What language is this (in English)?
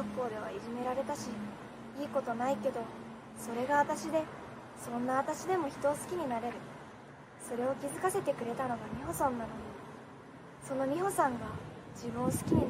Japanese